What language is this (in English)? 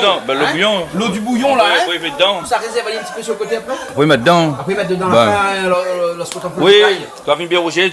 Réunion Creole French